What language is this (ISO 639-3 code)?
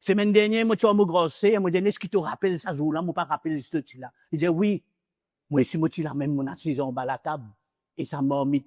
mfe